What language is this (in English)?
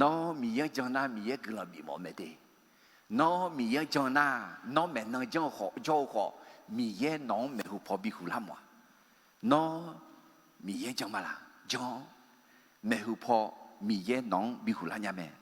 Akha